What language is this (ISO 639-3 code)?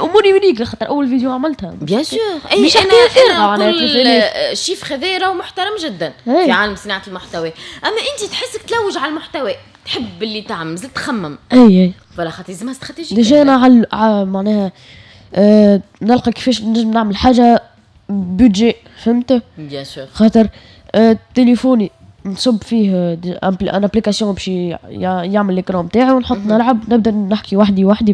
aeb